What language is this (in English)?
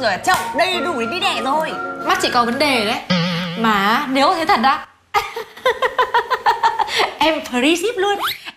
Vietnamese